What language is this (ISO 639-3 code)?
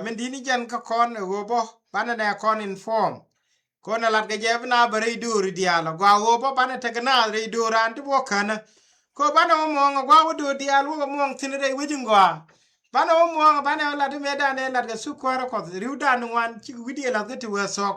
nus